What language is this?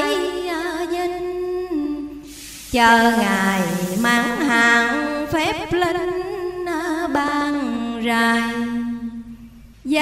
Vietnamese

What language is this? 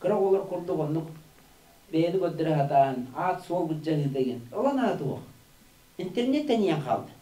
Yakut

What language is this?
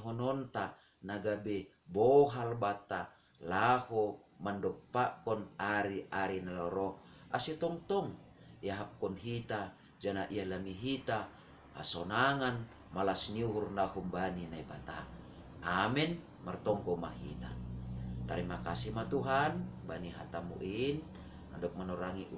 Batak Simalungun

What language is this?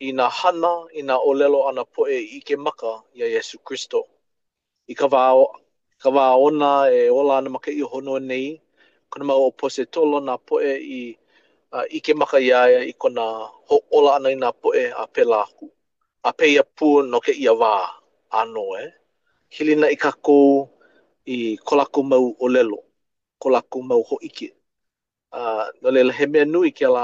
Hawaiian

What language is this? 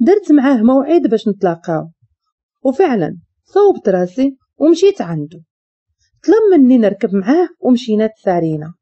Moroccan Arabic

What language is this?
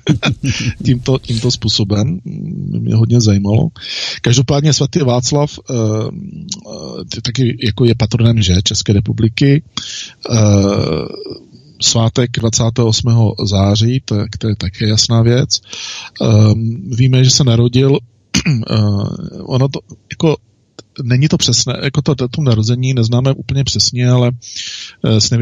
Czech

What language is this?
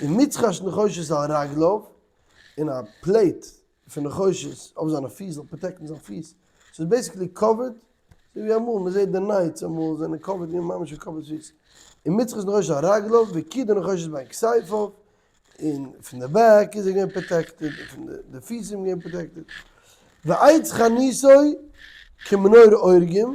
Yiddish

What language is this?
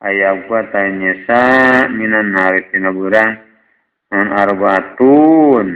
Sundanese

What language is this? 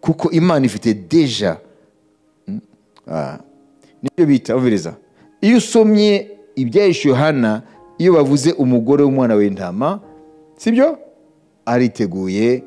Kinyarwanda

